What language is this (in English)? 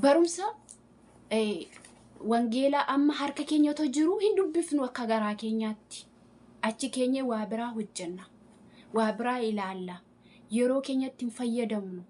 Oromo